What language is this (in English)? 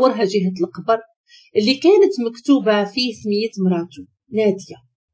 Moroccan Arabic